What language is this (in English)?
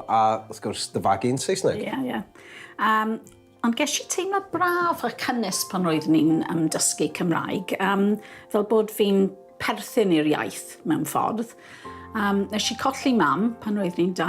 Welsh